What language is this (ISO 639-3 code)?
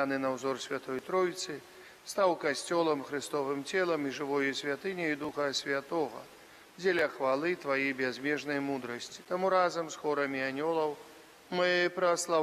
bel